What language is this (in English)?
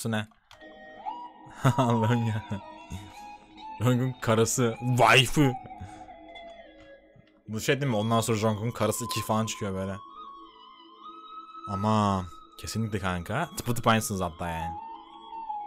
Turkish